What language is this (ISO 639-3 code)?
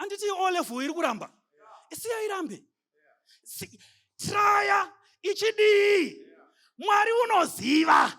sna